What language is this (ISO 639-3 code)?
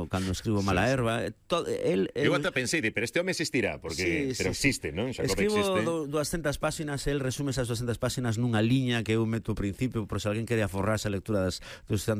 glg